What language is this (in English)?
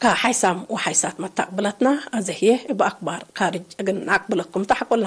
Tigre